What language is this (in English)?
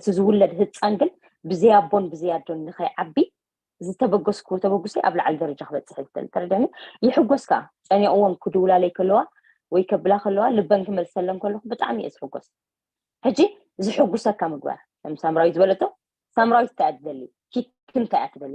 Tigrinya